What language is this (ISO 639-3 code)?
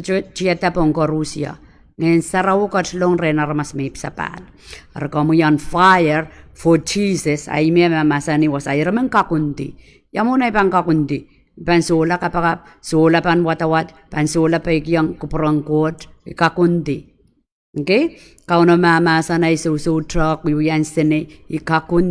pon